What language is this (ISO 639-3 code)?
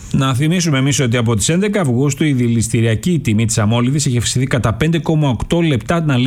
ell